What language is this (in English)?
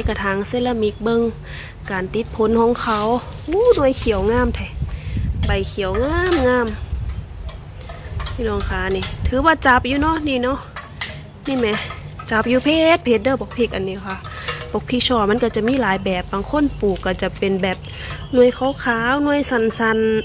Northeastern Thai